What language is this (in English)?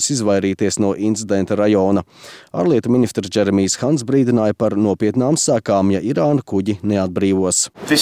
Latvian